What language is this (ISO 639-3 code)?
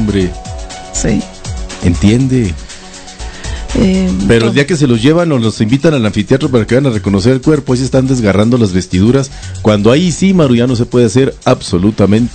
spa